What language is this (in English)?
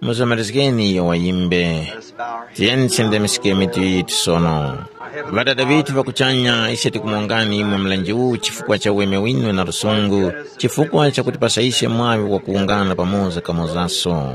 Tumbuka